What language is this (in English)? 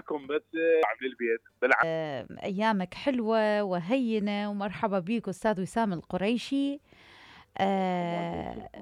Mesopotamian Arabic